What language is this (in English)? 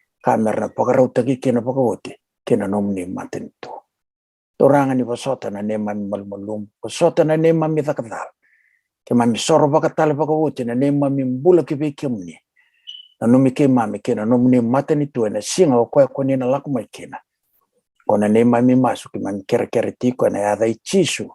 Fijian